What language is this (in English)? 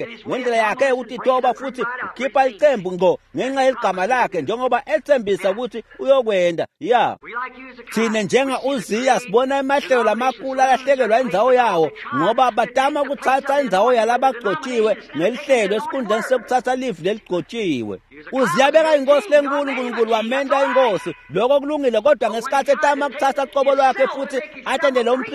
Swati